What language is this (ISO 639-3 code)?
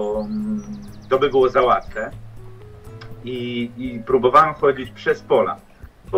pol